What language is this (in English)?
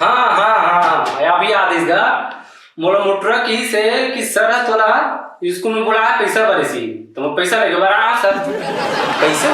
Chhattisgarhi